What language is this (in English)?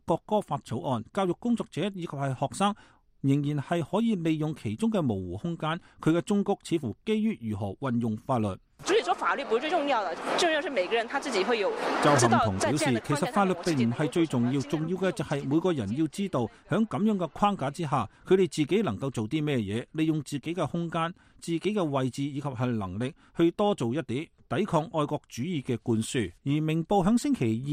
Cantonese